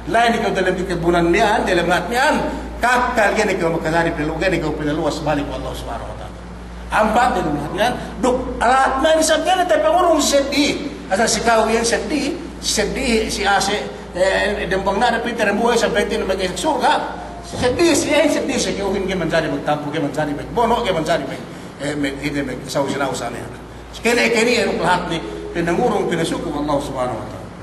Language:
Yakan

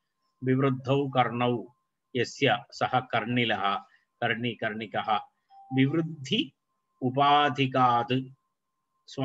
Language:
Sanskrit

